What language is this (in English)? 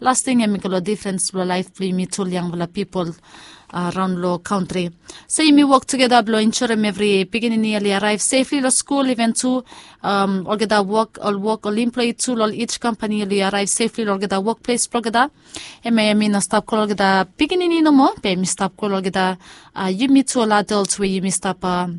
Bislama